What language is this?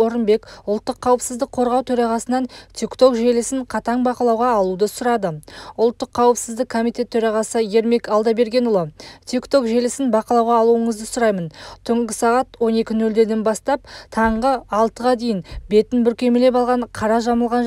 Kazakh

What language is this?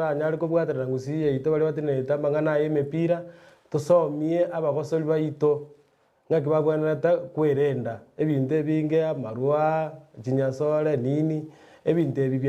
Gusii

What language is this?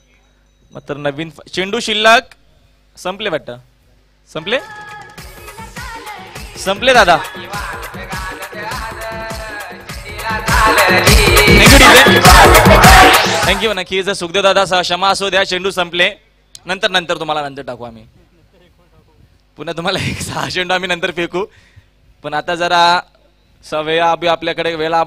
Marathi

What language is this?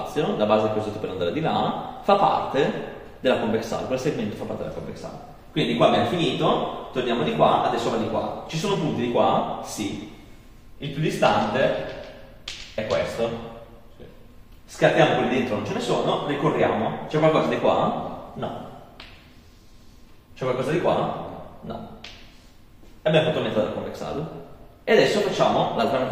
Italian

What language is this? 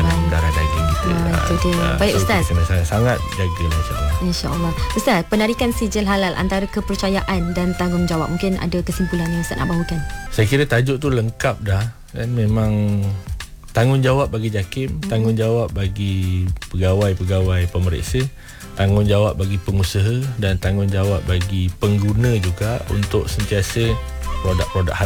Malay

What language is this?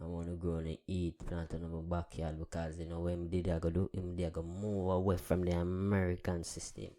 Jamaican Creole English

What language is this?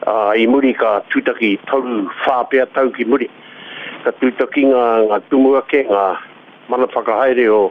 Māori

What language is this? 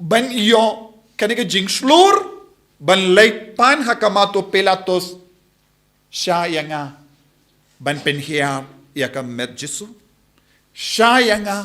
Khasi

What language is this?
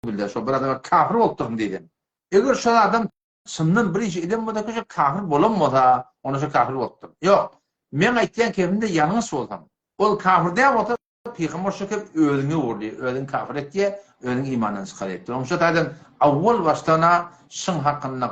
Turkmen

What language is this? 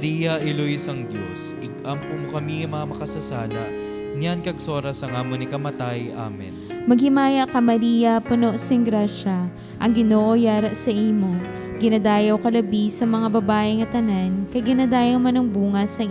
Hiligaynon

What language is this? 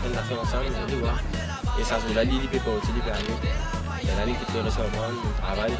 Morisyen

